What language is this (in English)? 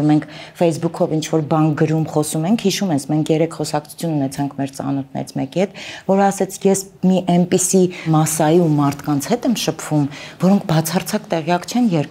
Armenian